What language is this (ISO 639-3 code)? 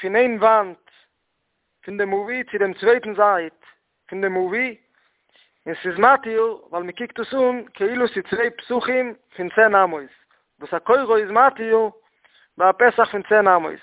yid